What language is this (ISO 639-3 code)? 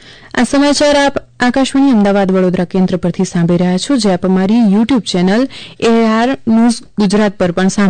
guj